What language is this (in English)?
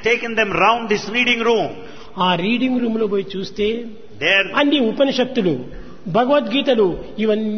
Telugu